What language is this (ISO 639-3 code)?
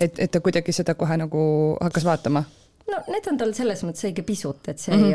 est